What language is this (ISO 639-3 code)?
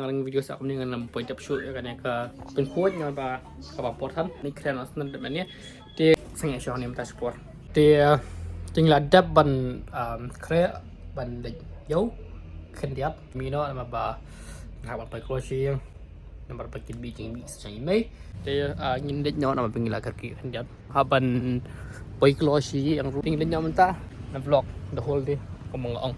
kha